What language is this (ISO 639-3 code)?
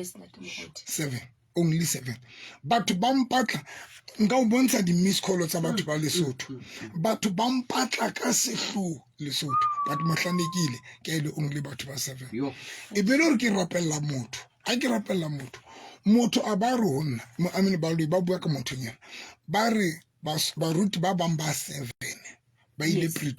sot